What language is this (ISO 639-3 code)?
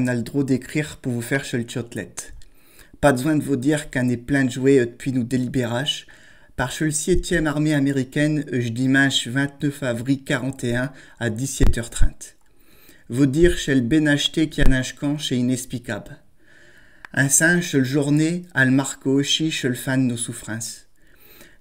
pcd